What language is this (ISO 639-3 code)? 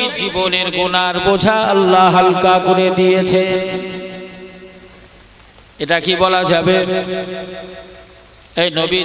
ben